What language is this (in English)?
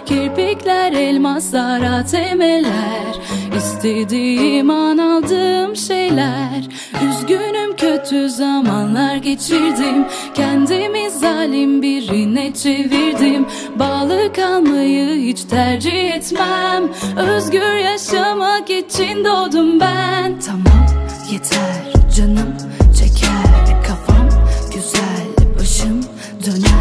Turkish